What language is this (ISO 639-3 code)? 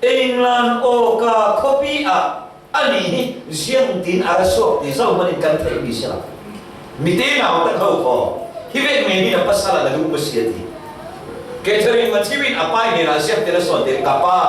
cfm